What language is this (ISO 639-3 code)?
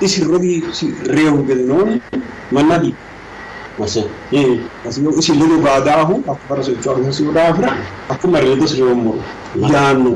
sid